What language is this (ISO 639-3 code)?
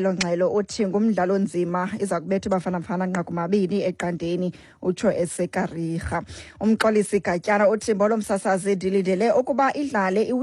xho